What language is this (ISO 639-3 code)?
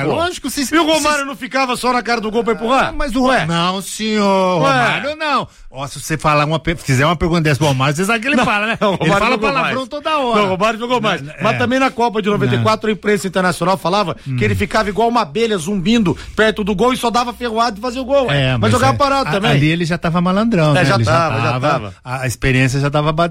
por